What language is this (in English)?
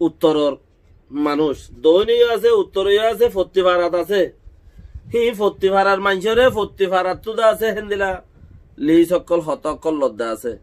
Rohingya